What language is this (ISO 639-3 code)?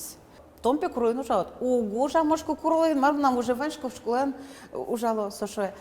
udm